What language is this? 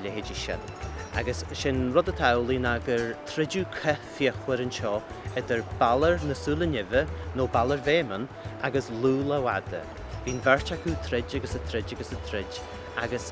Irish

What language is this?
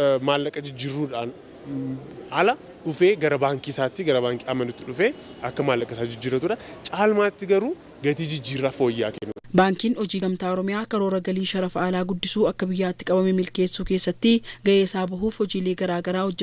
Oromo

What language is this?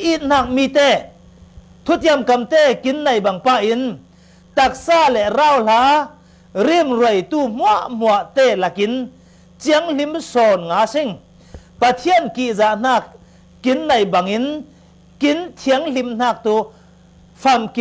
Falam Chin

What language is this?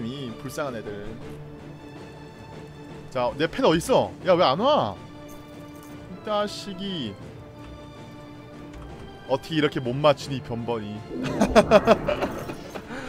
Korean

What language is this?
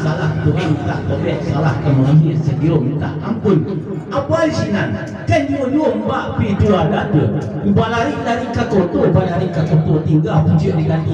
Minangkabau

